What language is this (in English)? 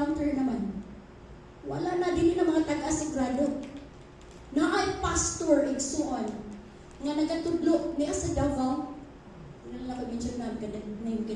Cebuano